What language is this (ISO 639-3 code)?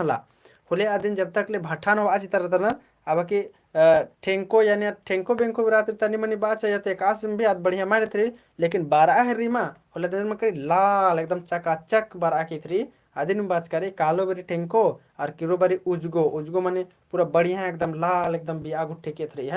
kru